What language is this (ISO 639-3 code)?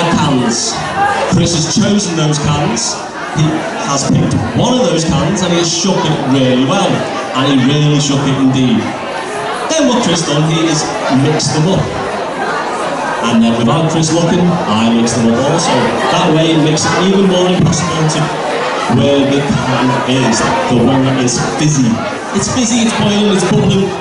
eng